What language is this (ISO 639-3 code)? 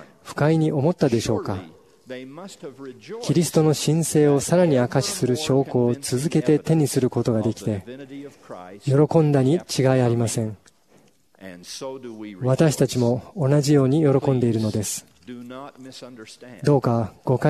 jpn